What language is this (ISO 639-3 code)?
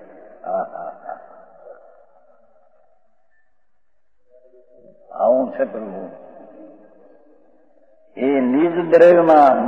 guj